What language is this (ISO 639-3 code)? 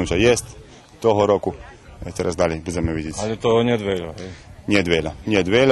rue